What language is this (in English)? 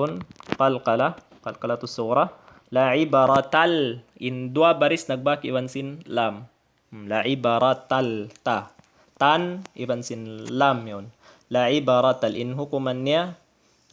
Tausug